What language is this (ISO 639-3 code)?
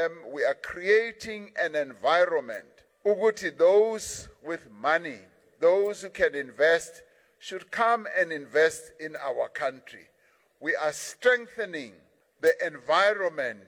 sot